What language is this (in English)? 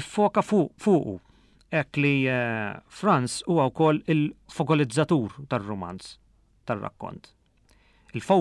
Maltese